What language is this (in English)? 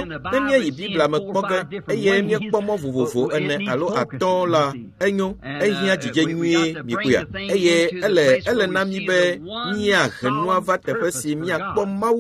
Ewe